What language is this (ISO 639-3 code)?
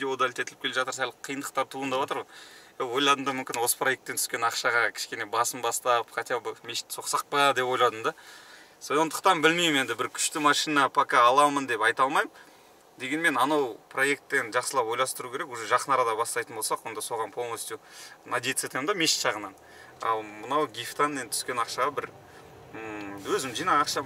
kaz